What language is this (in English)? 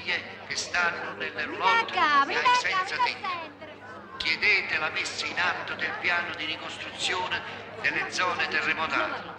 Italian